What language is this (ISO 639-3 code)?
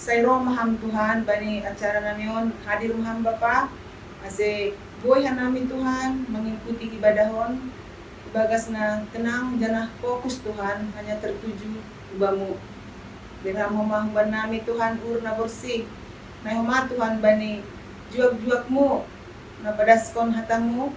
bts